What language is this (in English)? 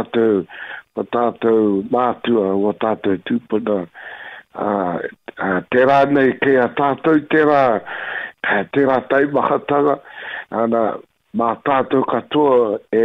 Māori